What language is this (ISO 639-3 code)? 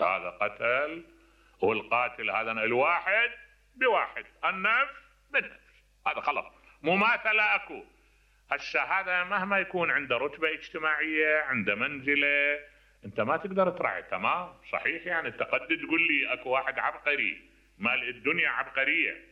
acm